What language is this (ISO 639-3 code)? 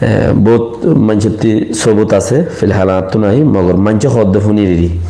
rhg